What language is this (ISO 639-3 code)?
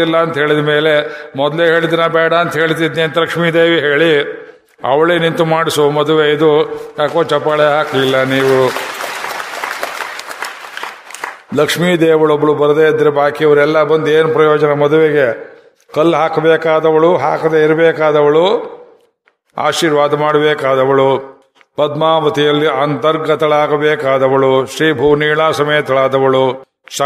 kan